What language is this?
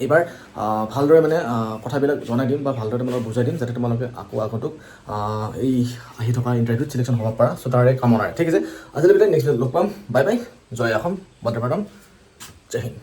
Assamese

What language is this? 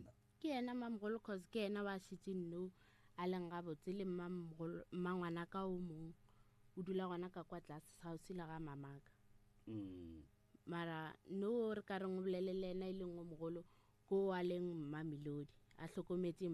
Northern Sotho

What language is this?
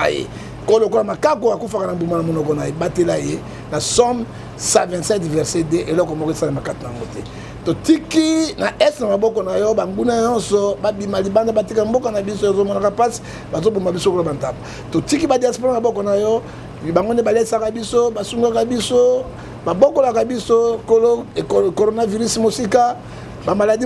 Lingala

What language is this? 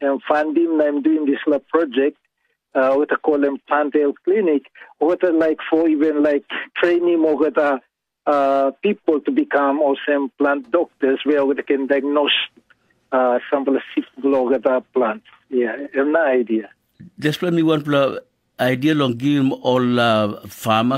Tok Pisin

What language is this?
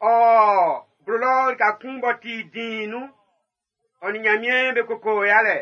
Baoulé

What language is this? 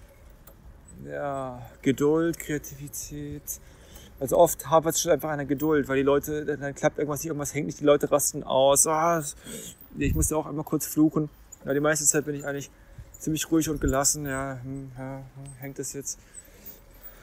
German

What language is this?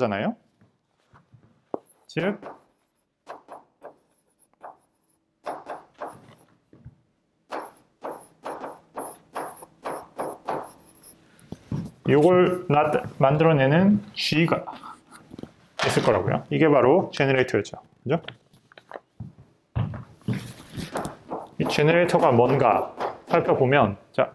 Korean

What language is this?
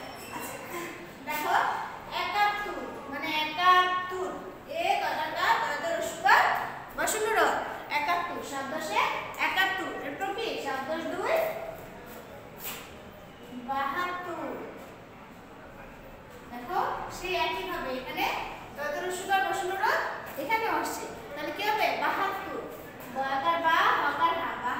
Bangla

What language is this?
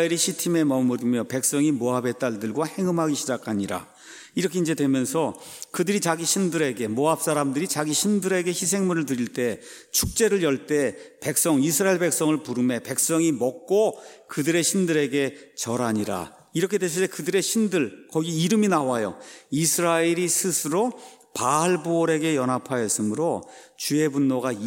Korean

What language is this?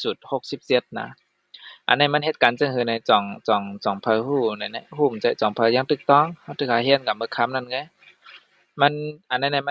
Shan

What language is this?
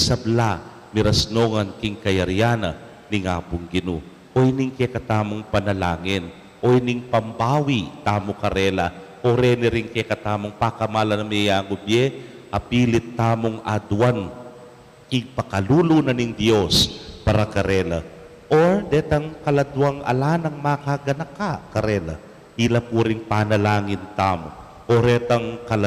Pampanga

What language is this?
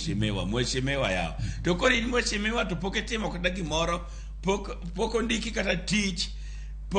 Luo (Kenya and Tanzania)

